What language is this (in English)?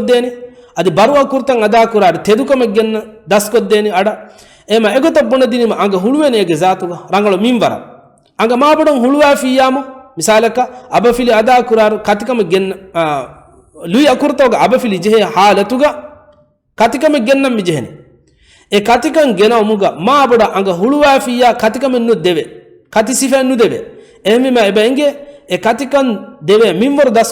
Divehi